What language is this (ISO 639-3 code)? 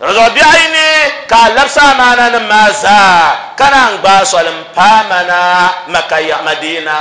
dag